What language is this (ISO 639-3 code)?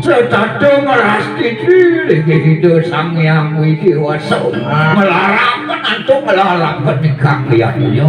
ban